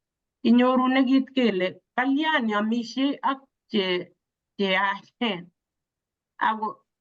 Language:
Kalenjin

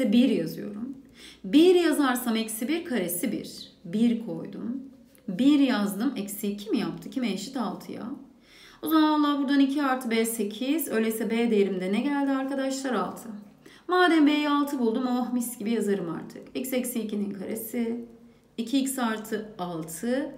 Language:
Turkish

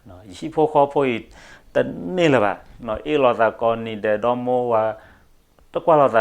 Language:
S'gaw Karen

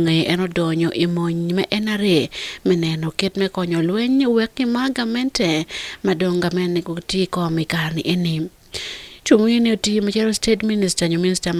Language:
Acoli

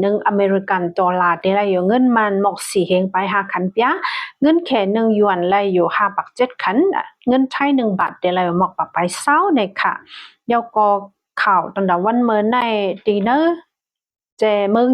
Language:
Shan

